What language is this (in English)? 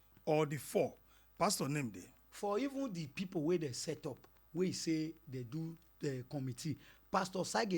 Nigerian Pidgin